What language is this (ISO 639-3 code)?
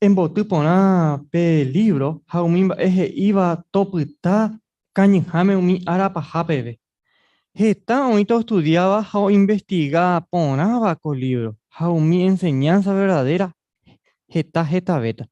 grn